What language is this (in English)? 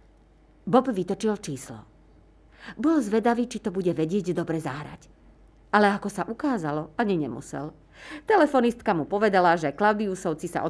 Slovak